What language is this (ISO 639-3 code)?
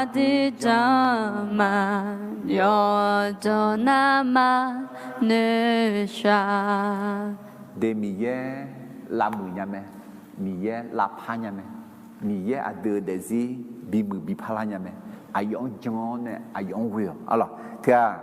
ahk